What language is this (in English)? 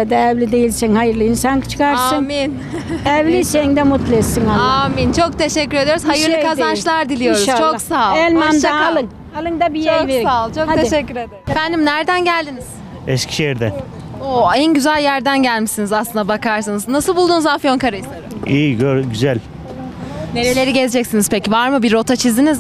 Turkish